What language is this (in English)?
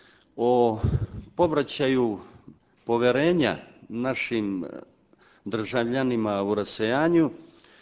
Serbian